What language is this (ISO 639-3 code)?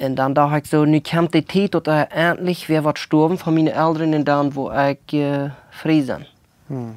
pdt